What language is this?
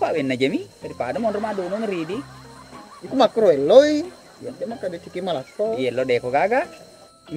Buginese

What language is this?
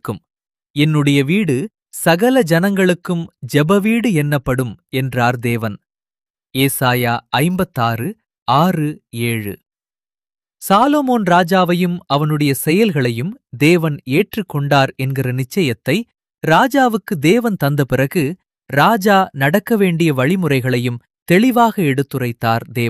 Tamil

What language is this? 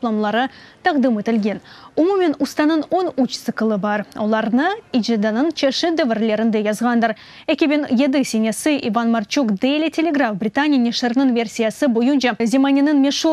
Crimean Tatar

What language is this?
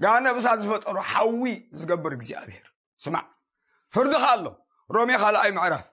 Tigrinya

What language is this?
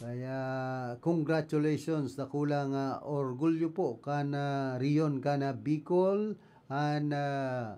Bikol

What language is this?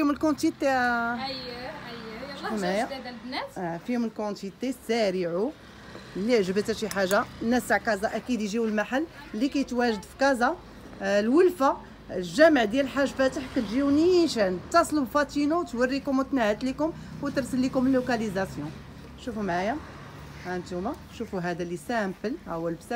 Moroccan Arabic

